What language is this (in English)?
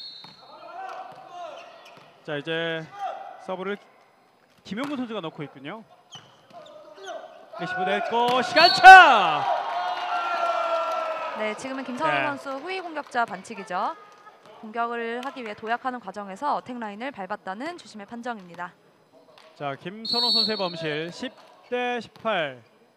Korean